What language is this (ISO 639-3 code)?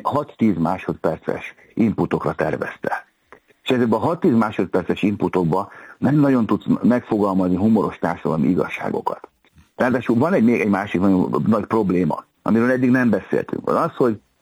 hun